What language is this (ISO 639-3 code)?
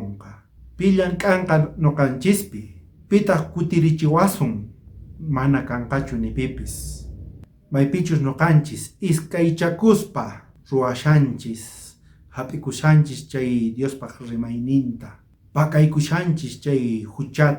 quh